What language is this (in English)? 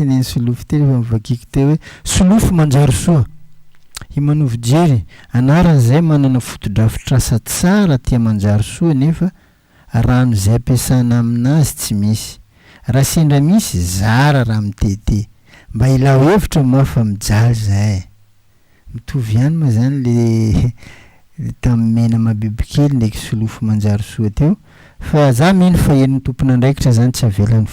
Malagasy